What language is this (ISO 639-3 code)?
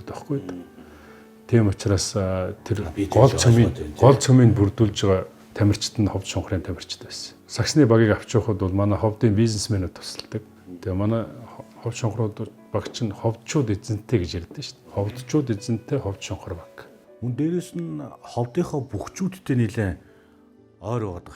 mon